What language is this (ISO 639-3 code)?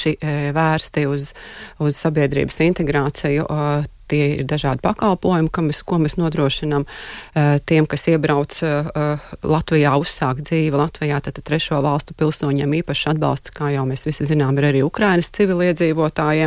lav